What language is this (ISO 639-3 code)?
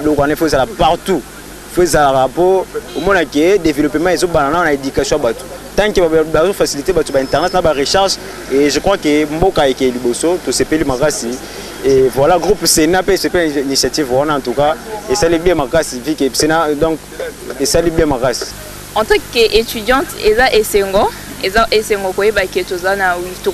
lin